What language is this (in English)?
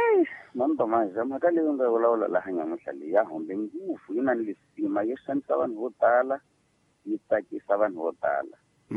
Tsonga